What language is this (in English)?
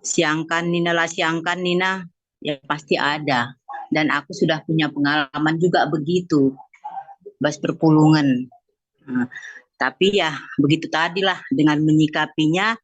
Batak Karo